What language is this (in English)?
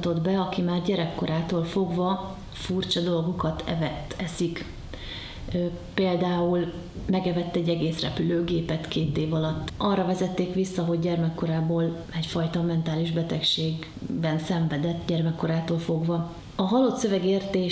Hungarian